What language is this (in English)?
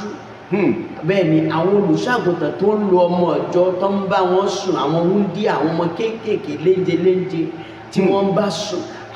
Yoruba